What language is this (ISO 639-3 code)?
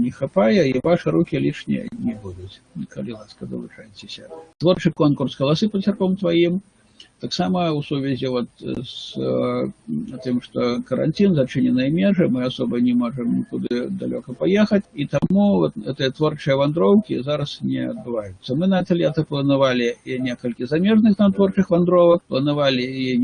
bel